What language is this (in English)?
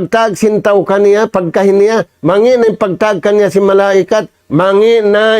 Tausug